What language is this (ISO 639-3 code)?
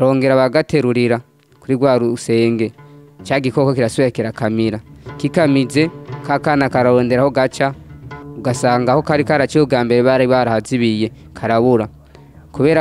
run